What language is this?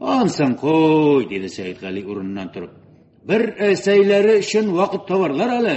Tatar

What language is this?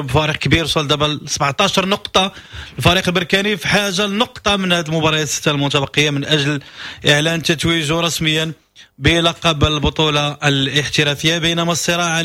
Moroccan Arabic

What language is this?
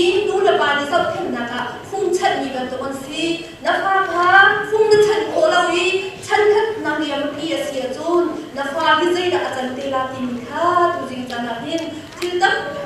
Hakha Chin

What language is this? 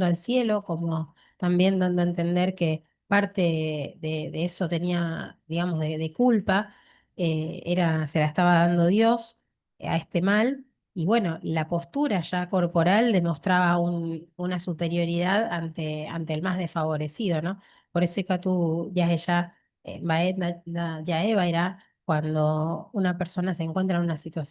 Guarani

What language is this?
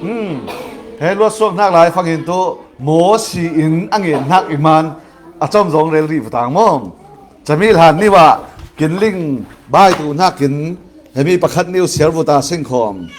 Falam Chin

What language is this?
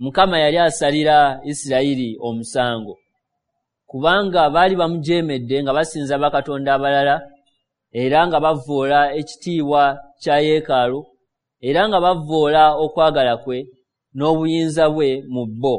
Ganda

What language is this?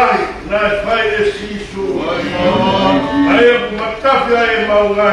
Tongan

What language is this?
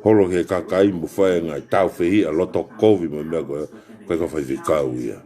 Tongan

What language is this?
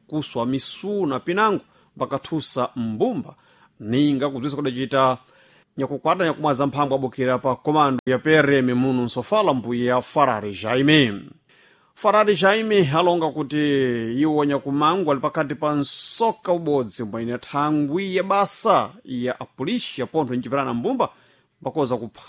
Sena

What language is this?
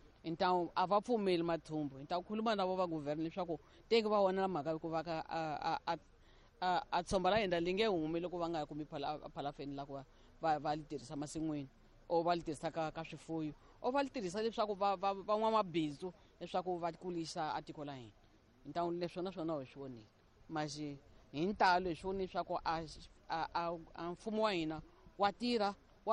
Tsonga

